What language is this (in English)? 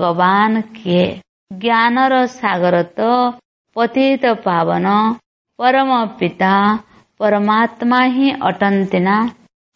Odia